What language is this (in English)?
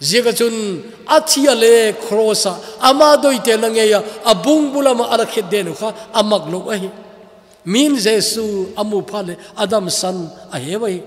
Thado Chin